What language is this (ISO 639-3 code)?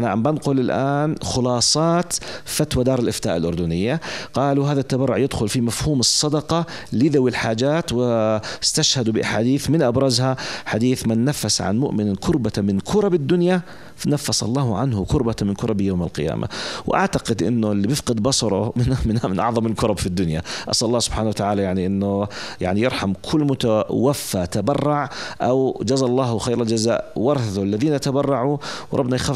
apc